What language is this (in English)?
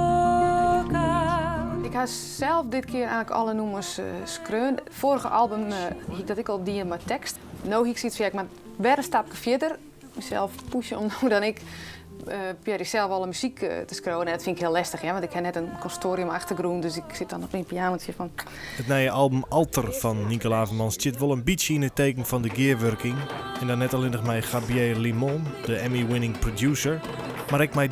Western Frisian